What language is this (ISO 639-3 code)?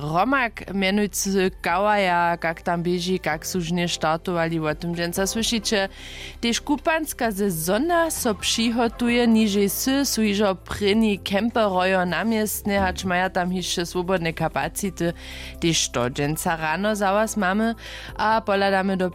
hsb